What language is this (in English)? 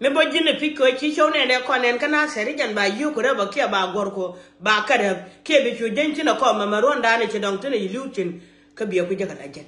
Nuer